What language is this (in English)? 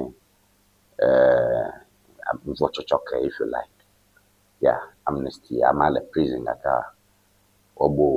Ewe